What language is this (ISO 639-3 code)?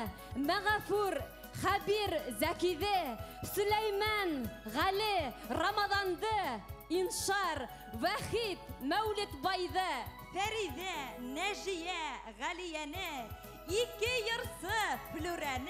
bak